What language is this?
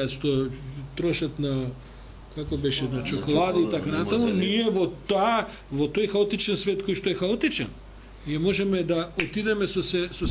Macedonian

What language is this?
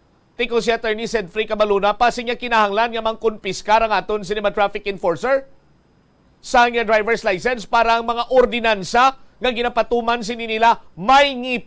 Hiligaynon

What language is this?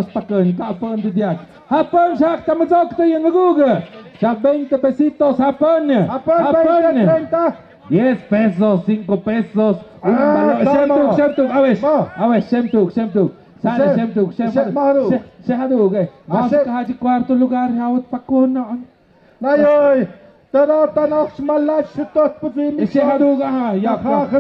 Tlahuitoltepec Mixe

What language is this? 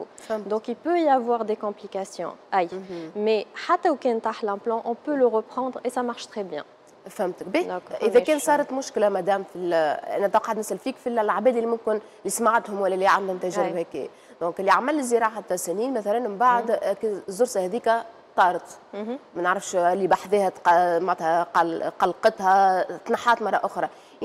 Tunisian Arabic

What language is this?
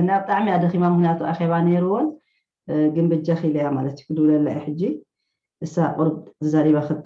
Tigrinya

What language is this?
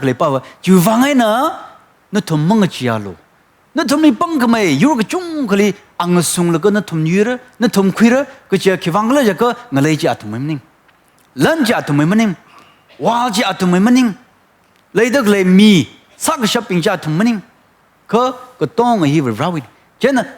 Tangkhul Naga (India)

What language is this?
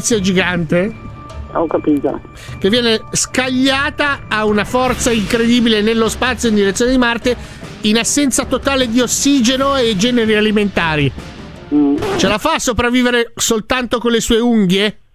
Italian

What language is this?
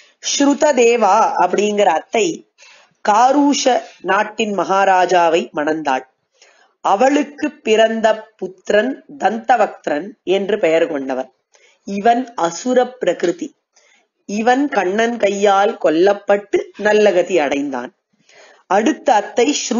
Tamil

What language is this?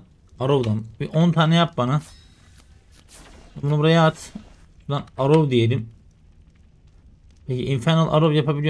Turkish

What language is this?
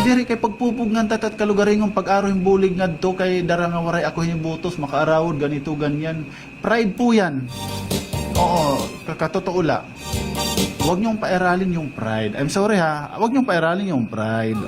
Waray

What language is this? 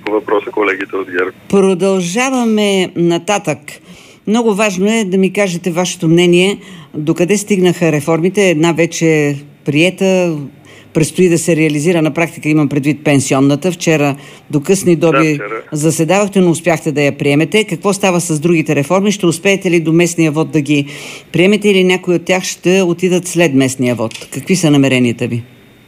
Bulgarian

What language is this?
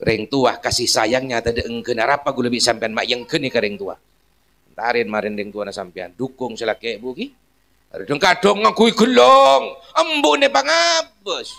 Madurese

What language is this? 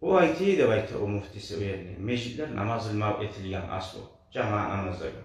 Kumyk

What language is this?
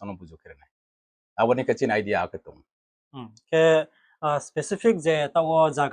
Riang (India)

